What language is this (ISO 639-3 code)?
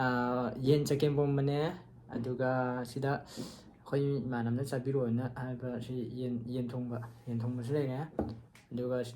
mni